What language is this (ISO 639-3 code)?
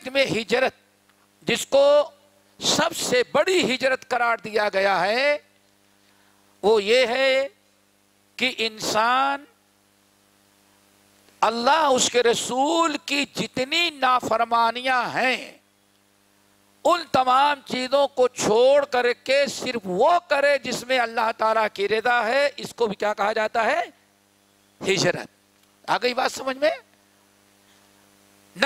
urd